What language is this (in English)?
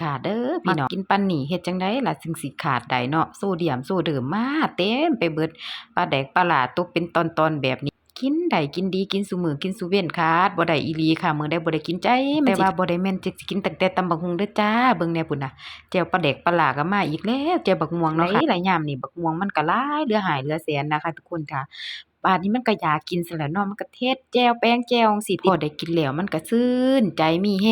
Northeastern Thai